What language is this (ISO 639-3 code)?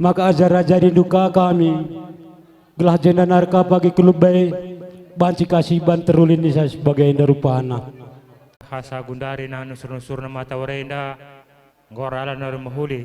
btx